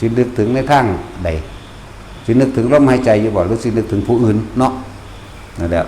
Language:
Northeastern Thai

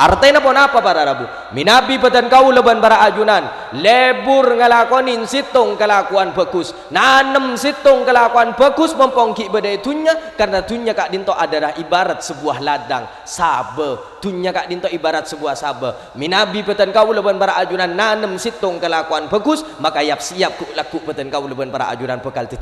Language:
Madurese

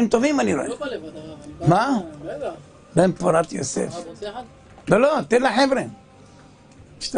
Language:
Hebrew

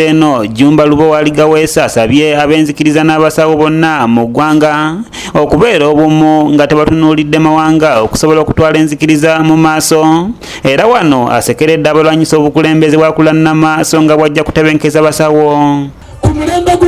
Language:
Ganda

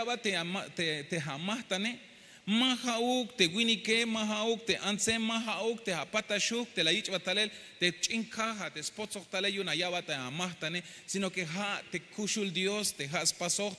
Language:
Tzeltal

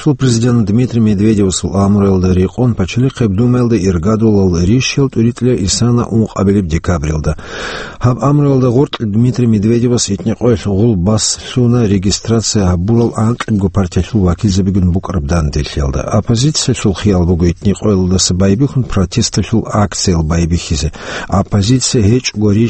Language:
Avaric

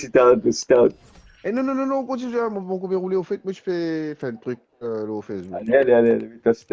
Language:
Morisyen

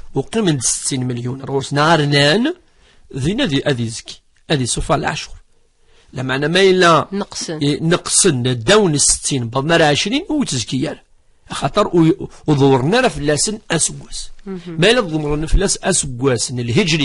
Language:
Kabyle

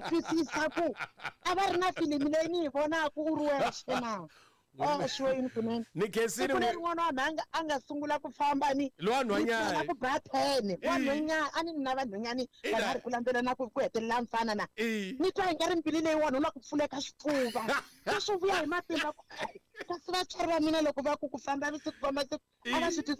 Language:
Tsonga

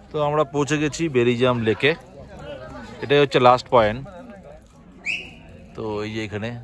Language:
Bangla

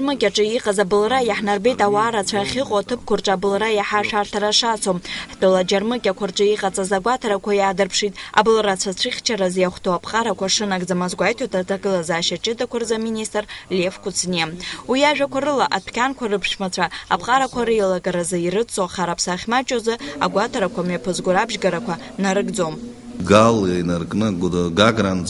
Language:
Abkhazian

